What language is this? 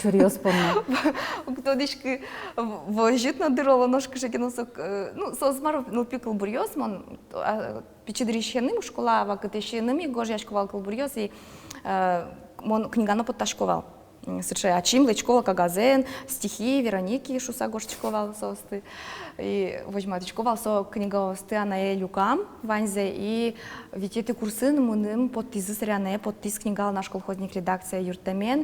Udmurt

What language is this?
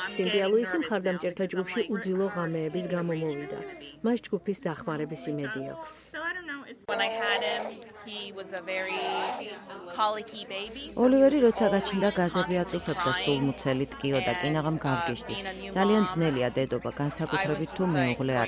Georgian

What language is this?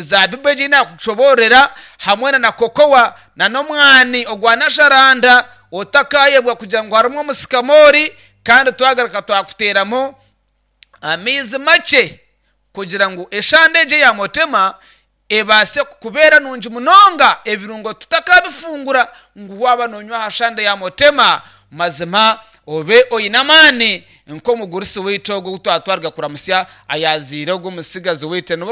Nyankole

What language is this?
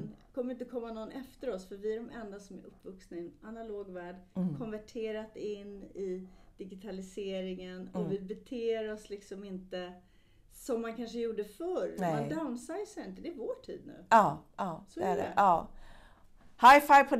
Swedish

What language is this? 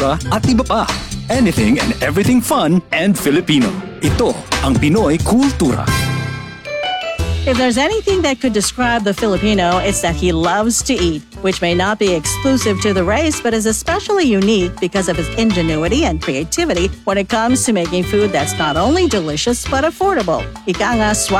Filipino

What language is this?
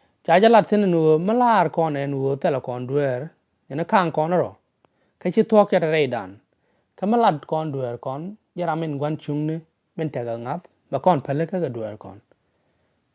Nuer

